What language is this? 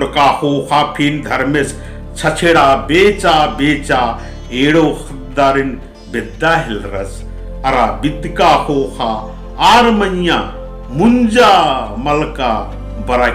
Kurukh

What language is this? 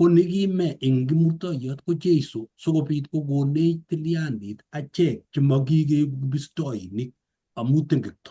Kalenjin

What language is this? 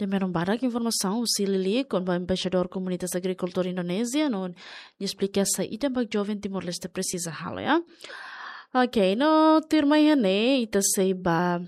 Tetum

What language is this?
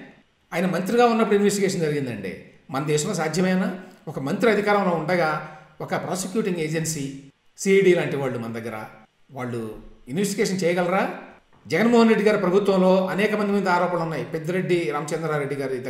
Telugu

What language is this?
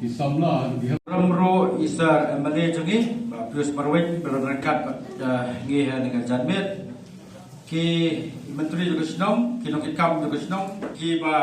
Khasi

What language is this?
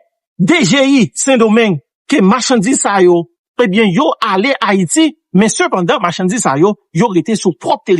Haitian Creole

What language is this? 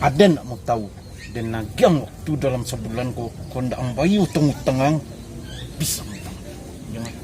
Minangkabau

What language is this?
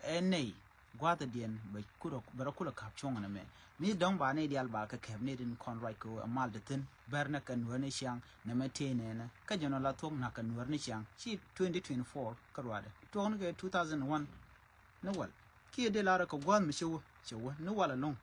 Nuer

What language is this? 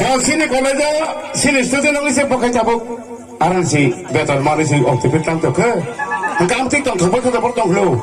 Kok Borok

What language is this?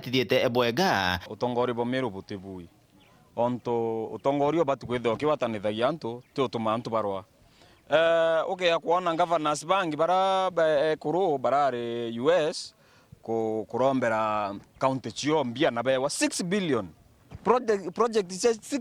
Meru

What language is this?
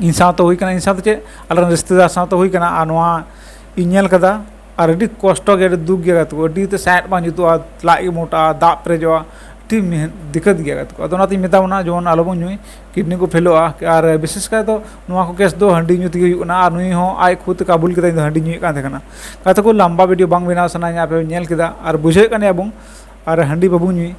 Santali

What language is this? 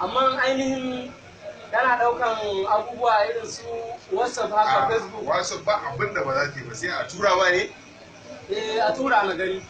Hausa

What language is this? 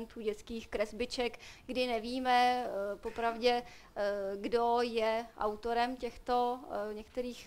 Czech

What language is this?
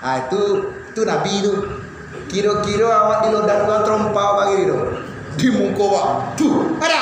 Minangkabau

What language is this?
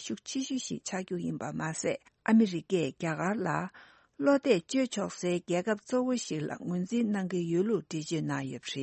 Tibetan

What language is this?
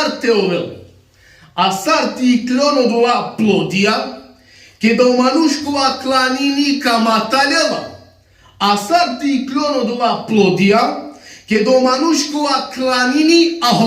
Balkan Romani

